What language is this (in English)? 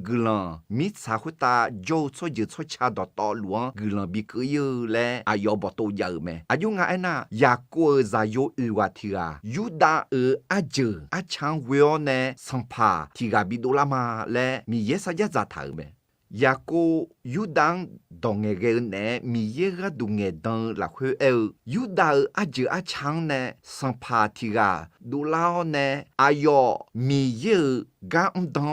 Akha